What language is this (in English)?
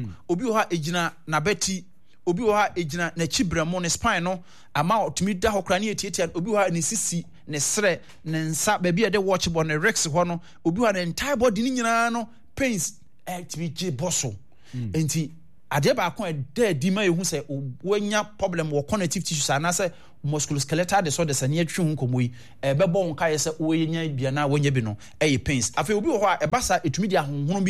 Akan